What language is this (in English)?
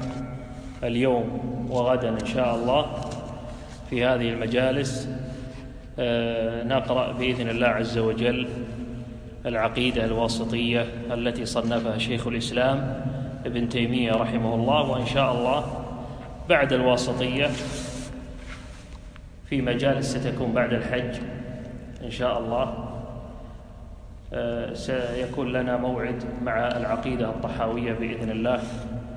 Arabic